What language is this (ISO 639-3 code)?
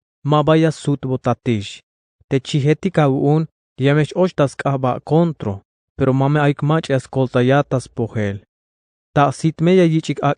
tzh